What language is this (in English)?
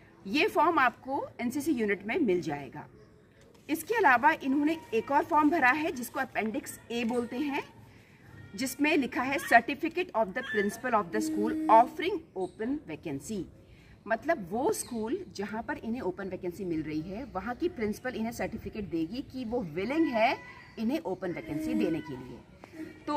Hindi